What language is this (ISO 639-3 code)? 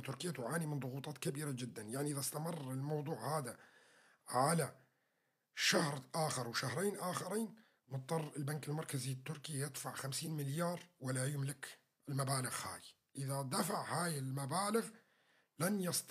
apc